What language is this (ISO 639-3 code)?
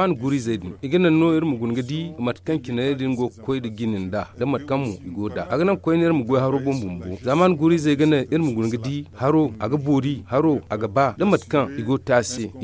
dje